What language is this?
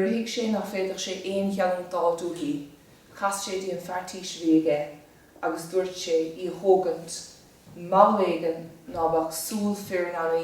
Irish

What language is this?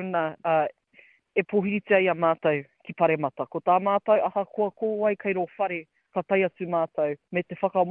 Māori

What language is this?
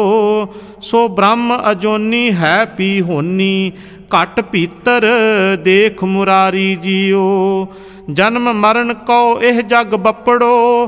Punjabi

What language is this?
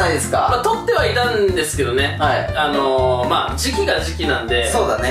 Japanese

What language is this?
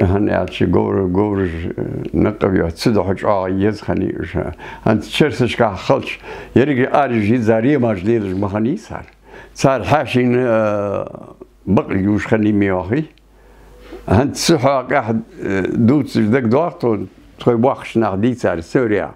Ingush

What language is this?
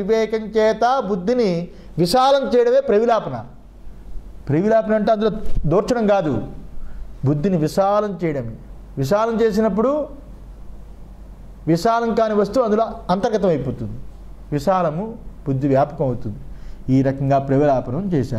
Telugu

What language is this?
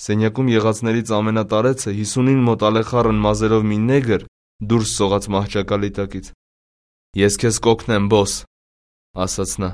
Armenian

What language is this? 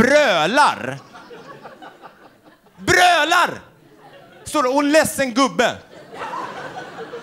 Swedish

